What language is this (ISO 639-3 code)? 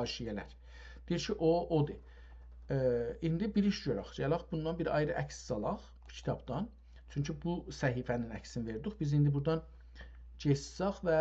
azb